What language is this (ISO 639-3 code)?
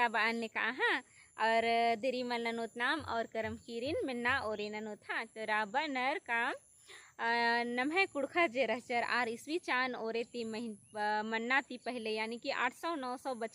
kru